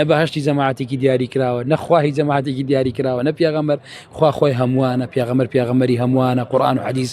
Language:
Central Kurdish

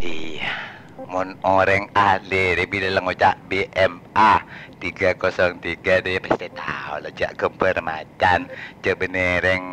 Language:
Madurese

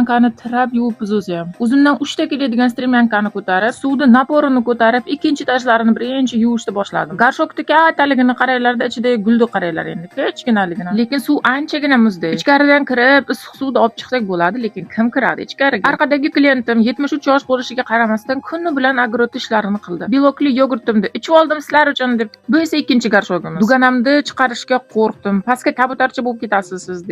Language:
Uzbek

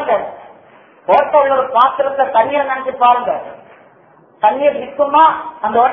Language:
Tamil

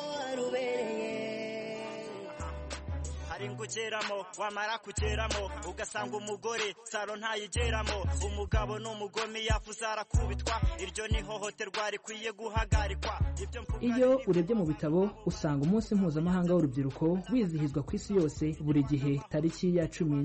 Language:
Kinyarwanda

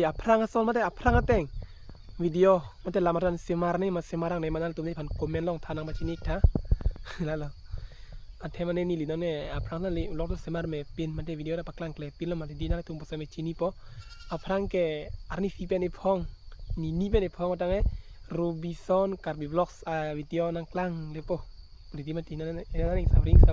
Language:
Karbi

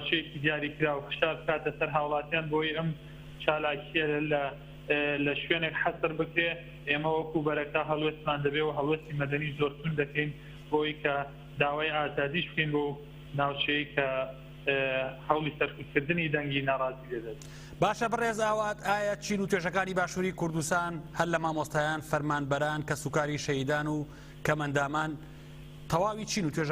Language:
Central Kurdish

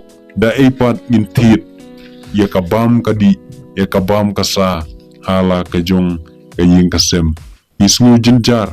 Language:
Khasi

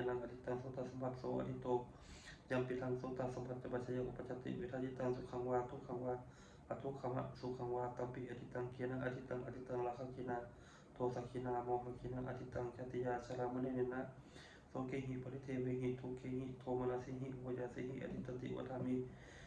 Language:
Pali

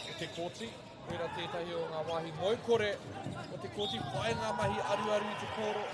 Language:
Māori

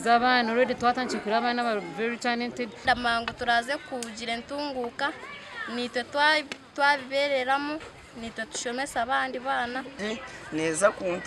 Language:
Nyankole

